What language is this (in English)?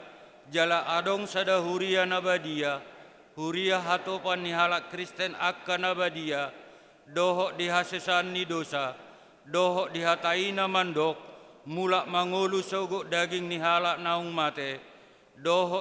Batak Toba